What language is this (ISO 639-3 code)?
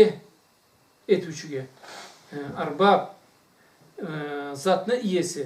krc